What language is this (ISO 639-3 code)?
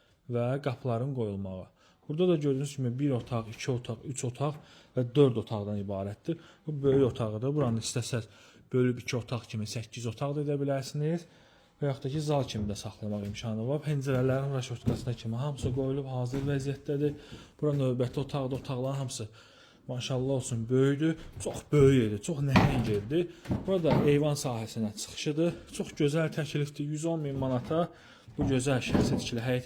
aze